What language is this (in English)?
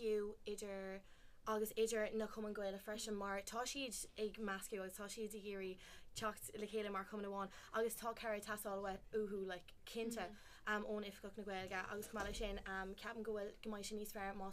Irish